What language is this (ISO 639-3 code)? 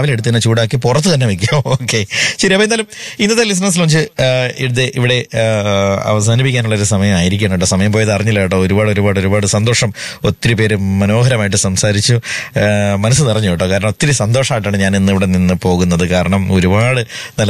mal